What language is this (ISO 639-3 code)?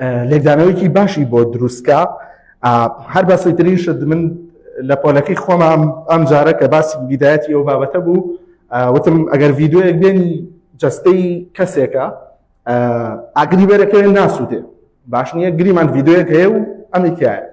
ckb